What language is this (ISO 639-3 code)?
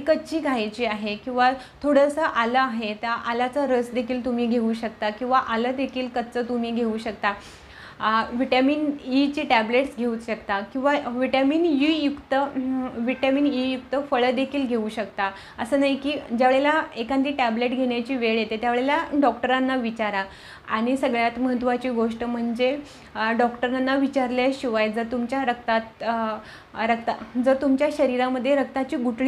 mar